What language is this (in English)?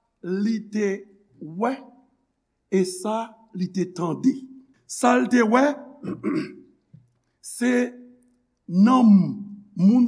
Haitian Creole